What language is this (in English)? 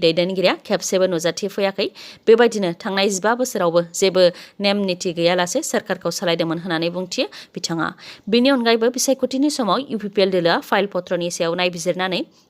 Bodo